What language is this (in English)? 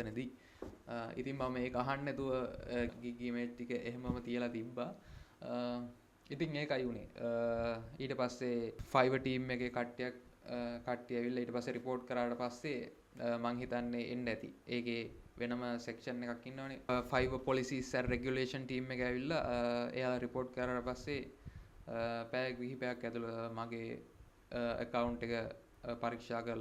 Sinhala